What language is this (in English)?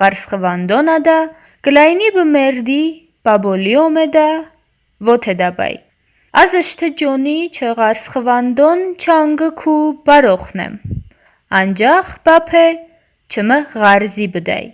Talysh